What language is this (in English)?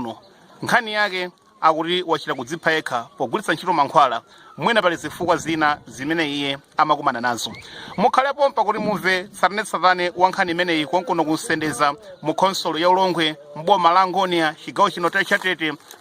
Nyanja